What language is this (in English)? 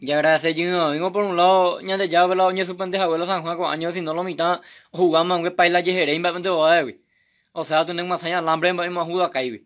Guarani